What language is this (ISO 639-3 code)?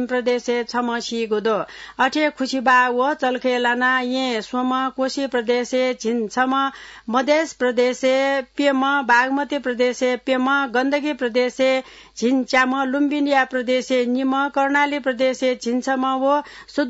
new